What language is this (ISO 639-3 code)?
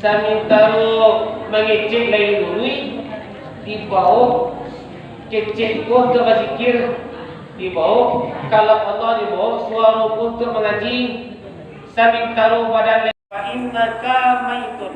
min